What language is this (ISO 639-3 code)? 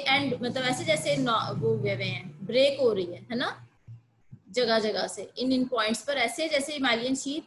hin